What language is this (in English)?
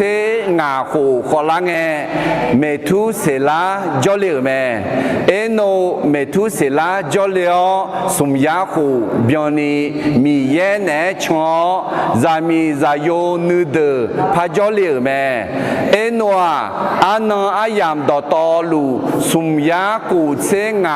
Akha